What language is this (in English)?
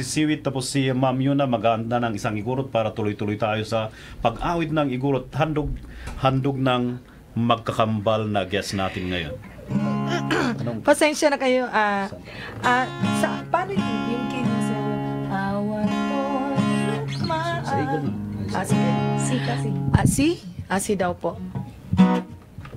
Filipino